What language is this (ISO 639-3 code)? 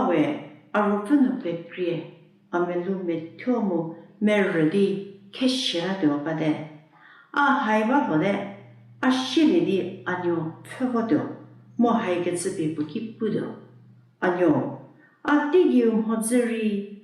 njm